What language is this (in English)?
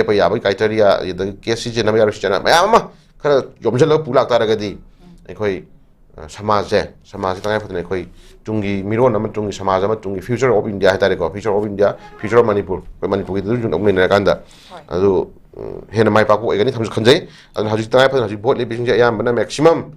Manipuri